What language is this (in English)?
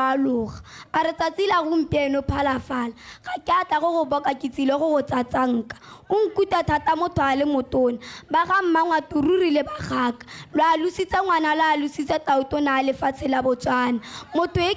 Tswana